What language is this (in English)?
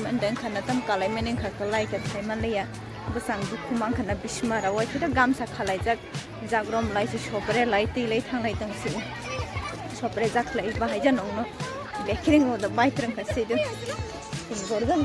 Kok Borok